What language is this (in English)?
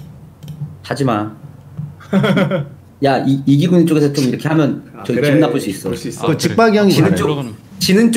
Korean